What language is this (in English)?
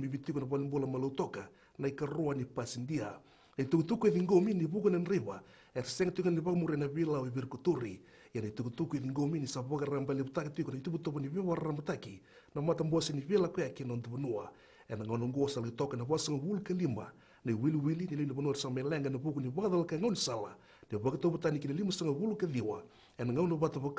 Fijian